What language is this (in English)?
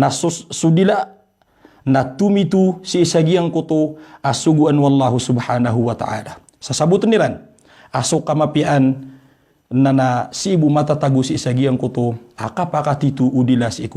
Maranao